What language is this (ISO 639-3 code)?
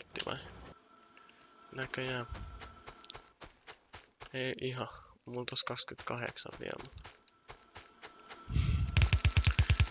fin